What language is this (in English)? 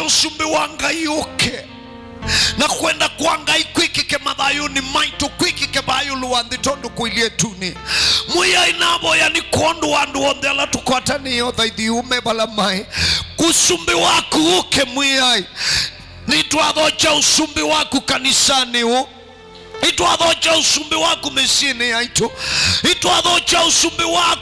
Kamba